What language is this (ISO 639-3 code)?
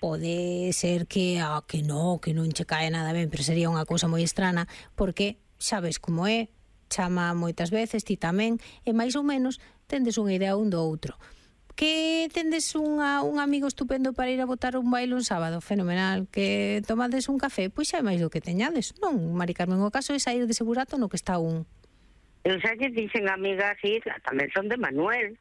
glg